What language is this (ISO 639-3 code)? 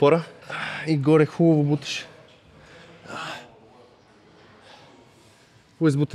bul